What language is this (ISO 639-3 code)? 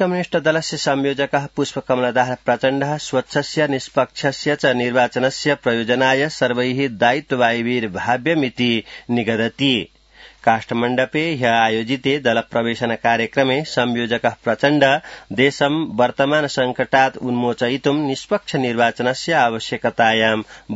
san